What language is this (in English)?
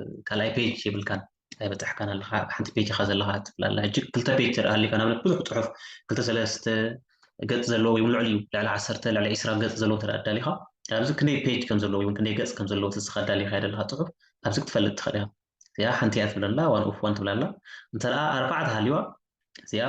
Tigrinya